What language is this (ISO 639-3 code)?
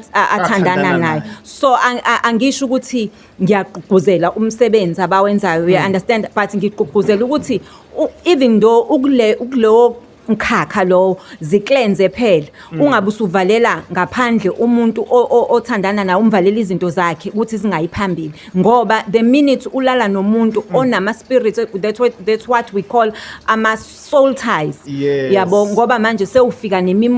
zul